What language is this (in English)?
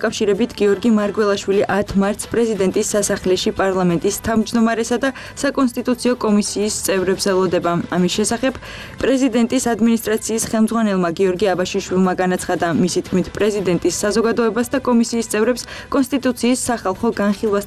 Georgian